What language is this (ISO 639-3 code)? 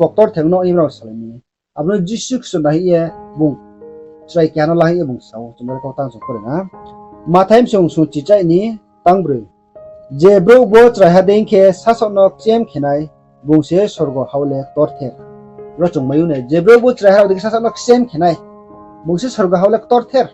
ria